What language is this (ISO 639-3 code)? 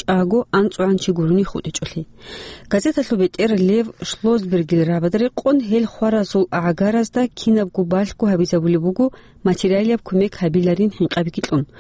ava